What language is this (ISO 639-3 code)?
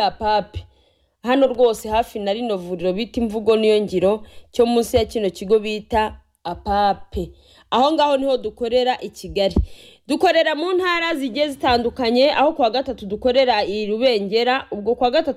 kin